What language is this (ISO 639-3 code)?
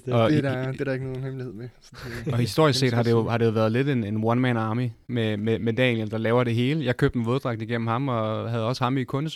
dan